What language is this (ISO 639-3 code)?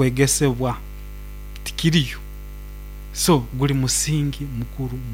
nyo